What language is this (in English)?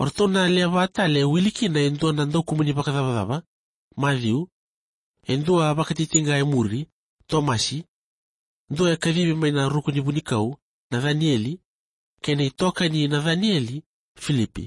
Fijian